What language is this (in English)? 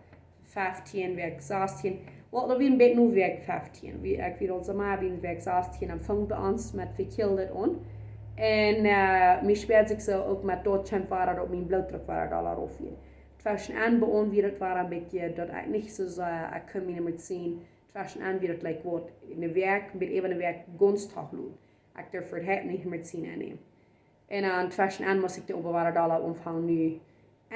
Plautdietsch